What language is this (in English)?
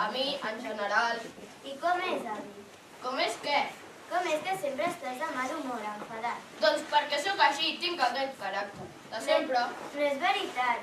Catalan